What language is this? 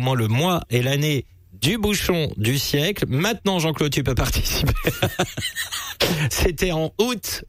French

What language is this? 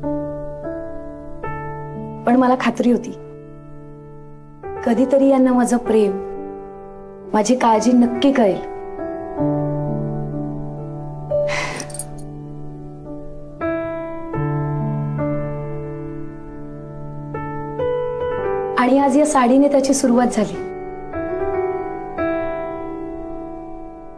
Marathi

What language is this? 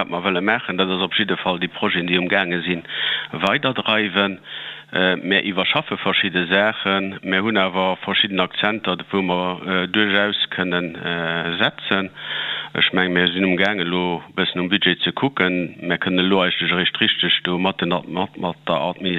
Luxembourgish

